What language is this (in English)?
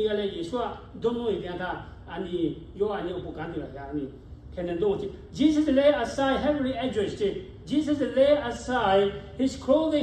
Lahu